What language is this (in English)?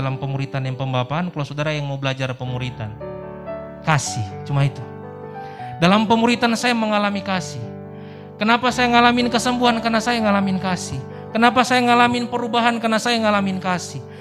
Indonesian